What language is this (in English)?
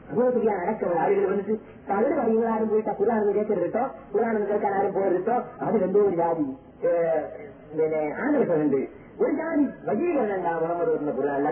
Malayalam